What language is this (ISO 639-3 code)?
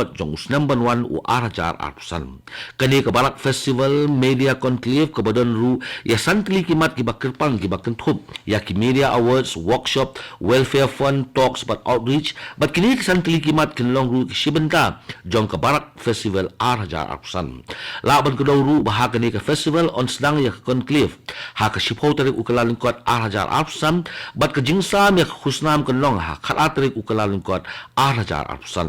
kha